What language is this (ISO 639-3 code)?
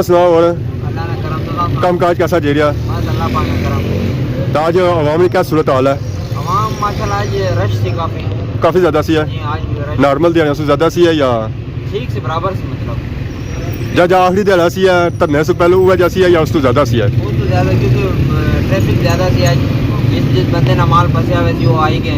phr